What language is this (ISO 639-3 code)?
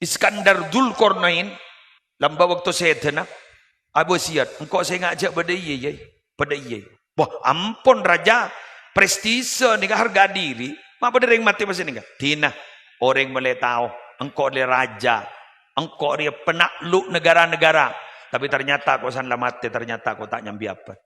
mad